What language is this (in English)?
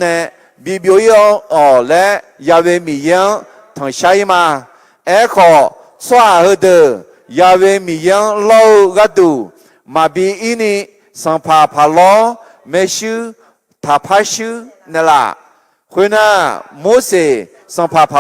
Akha